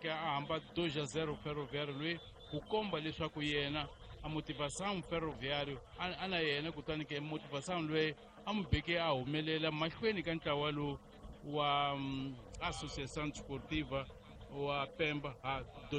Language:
Tsonga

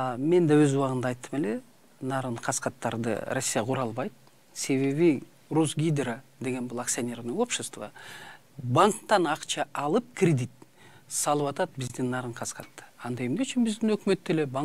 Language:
Kyrgyz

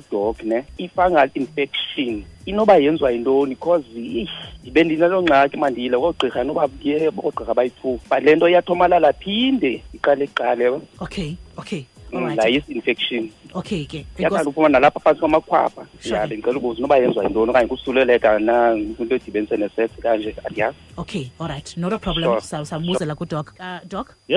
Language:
Xhosa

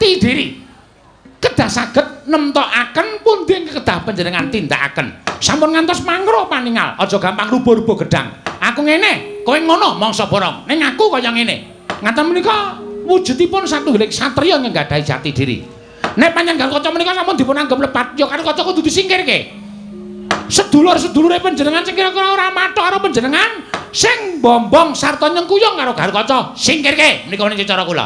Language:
Javanese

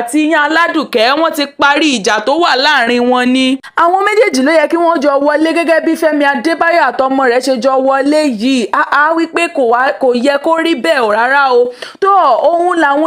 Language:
Yoruba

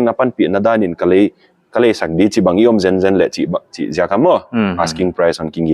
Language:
Paite Chin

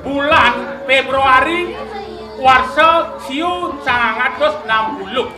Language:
Balinese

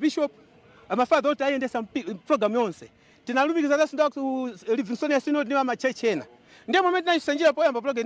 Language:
Nyanja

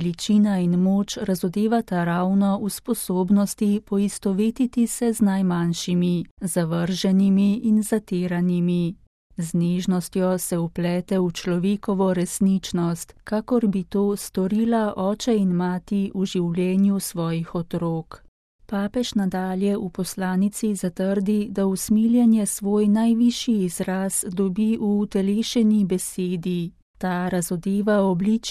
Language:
Slovenian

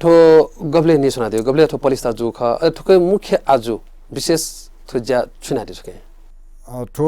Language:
Newari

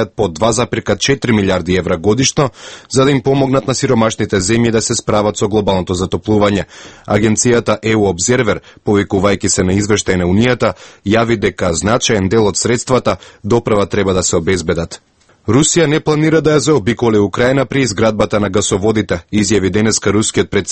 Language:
Macedonian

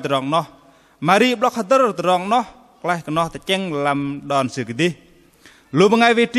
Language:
Bahnar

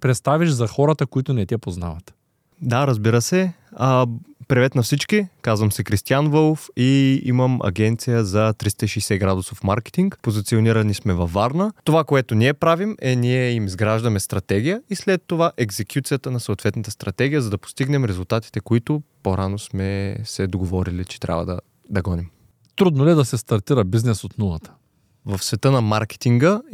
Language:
Bulgarian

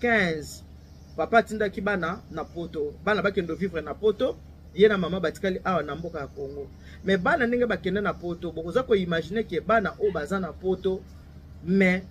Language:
Lingala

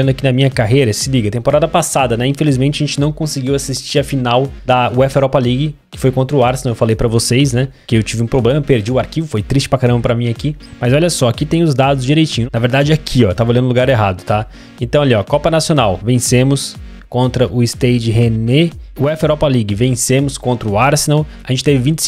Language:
Portuguese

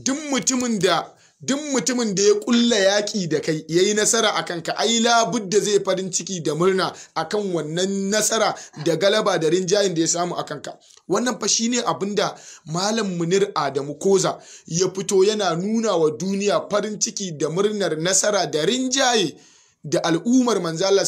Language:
Hausa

